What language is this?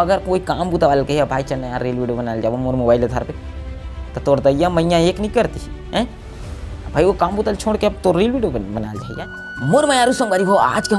Chhattisgarhi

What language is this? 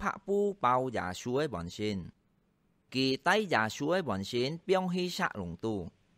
Hakka Chinese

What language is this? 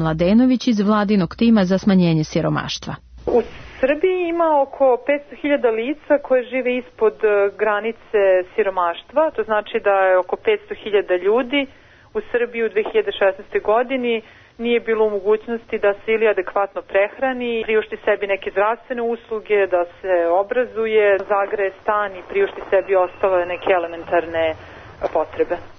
Serbian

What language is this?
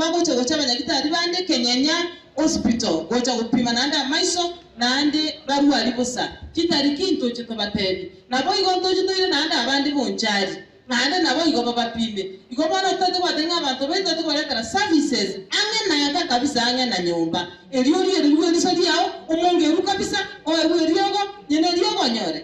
Gusii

